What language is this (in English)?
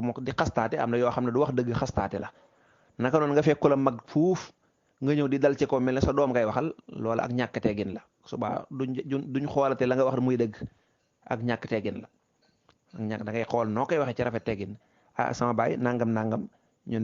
Wolof